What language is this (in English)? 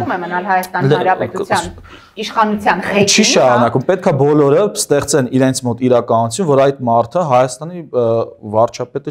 Armenian